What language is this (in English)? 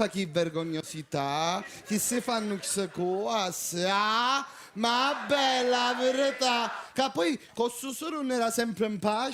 Sicilian